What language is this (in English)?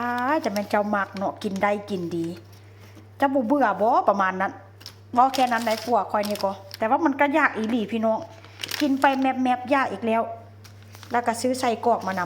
Northeastern Thai